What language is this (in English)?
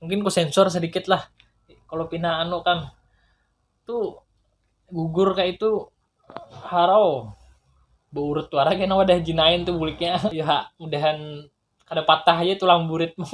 Banjar